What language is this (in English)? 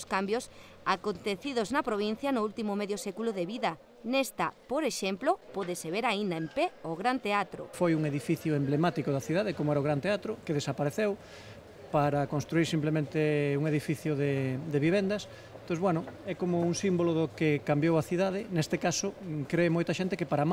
Galician